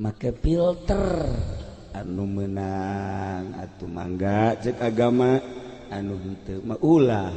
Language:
Sundanese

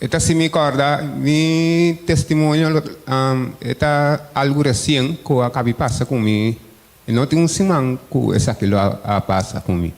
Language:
Papiamento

